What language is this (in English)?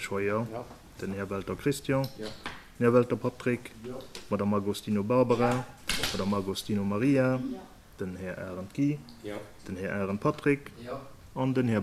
Luxembourgish